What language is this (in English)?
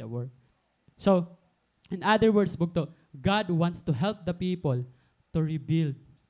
Waray